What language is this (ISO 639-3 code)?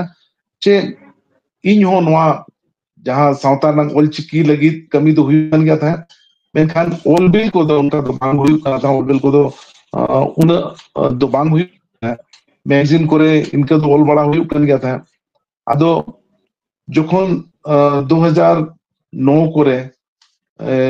sat